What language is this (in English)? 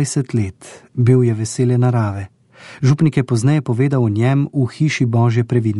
Slovenian